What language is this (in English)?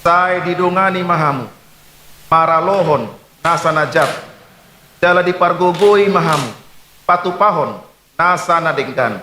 Batak Toba